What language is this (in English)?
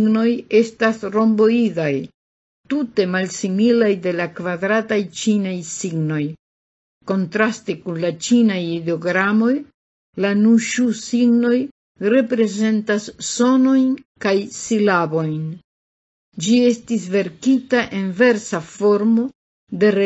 Esperanto